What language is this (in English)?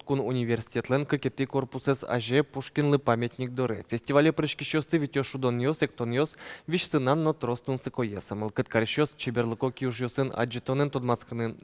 Udmurt